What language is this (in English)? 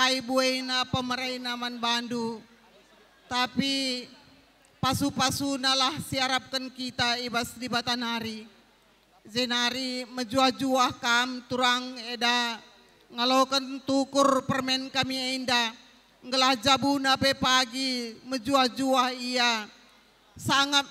Batak Karo